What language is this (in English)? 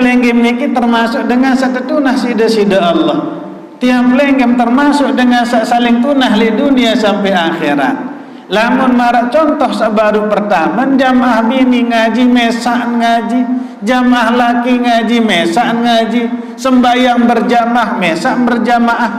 Sasak